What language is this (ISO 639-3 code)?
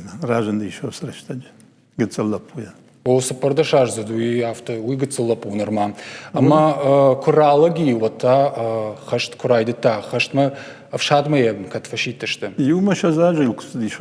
oss